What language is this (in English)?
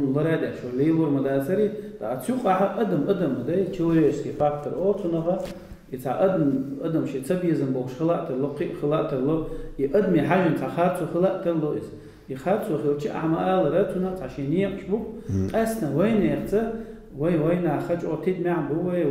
Chechen